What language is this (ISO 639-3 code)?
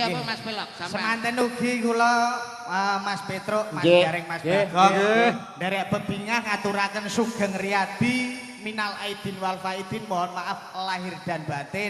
jav